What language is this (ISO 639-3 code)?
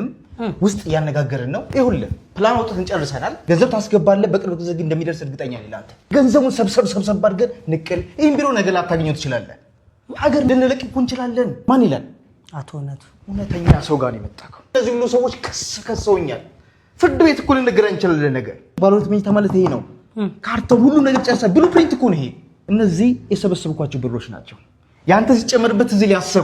amh